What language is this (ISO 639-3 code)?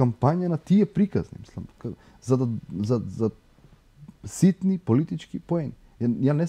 mkd